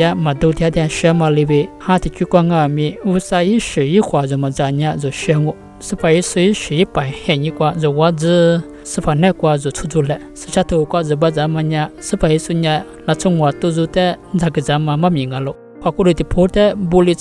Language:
Lisu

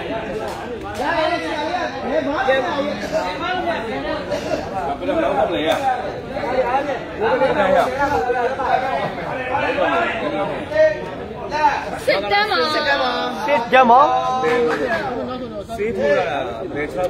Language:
Burmese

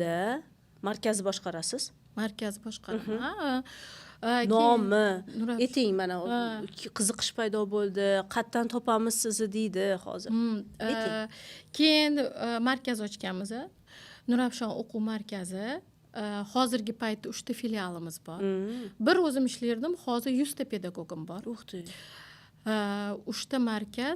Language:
Uzbek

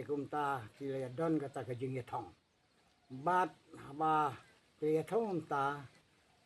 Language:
Khasi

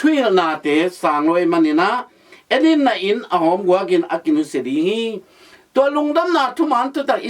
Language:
Tedim Chin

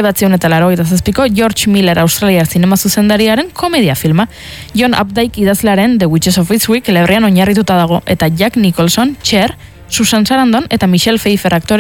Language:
Basque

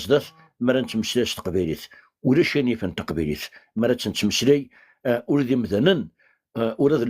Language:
Kabyle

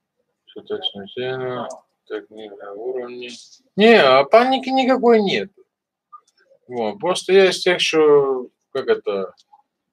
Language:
Russian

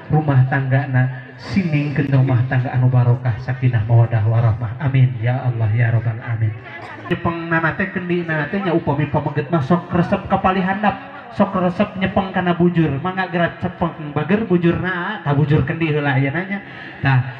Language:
Sundanese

